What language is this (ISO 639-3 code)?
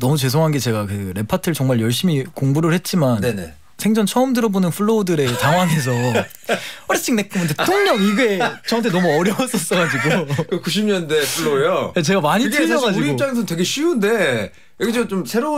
kor